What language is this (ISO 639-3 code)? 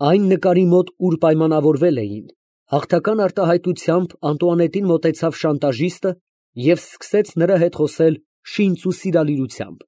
hye